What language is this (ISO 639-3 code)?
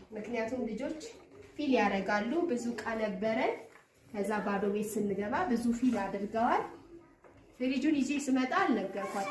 amh